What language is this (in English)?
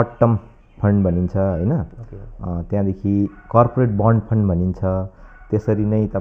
Nepali